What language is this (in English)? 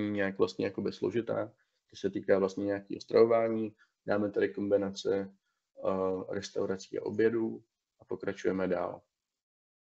Czech